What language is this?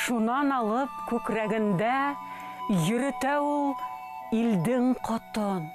Bashkir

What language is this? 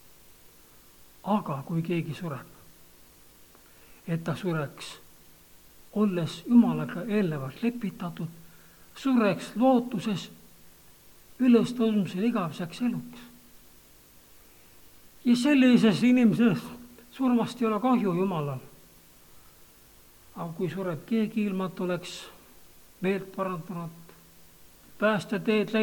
Estonian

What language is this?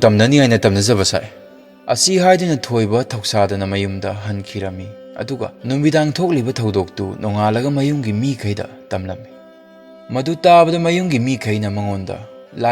Manipuri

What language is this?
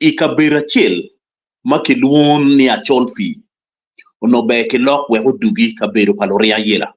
Acoli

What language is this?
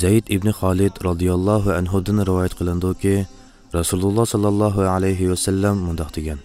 Uyghur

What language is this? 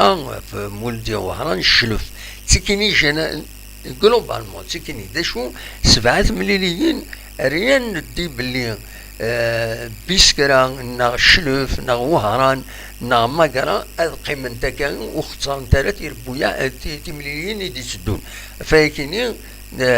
Kabyle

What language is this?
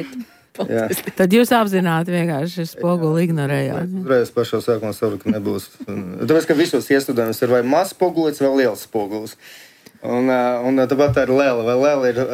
Latvian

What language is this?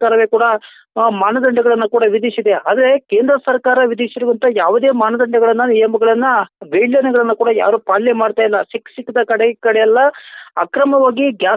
Kannada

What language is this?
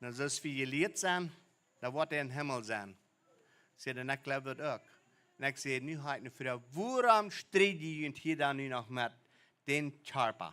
Plautdietsch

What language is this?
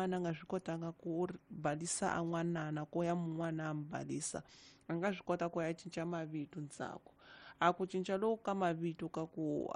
Tsonga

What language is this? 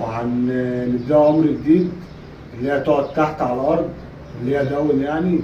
Egyptian Arabic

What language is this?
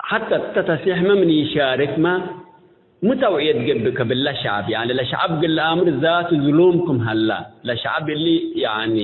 Tigre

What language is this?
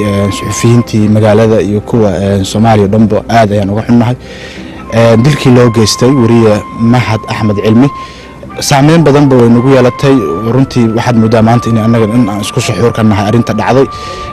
Somali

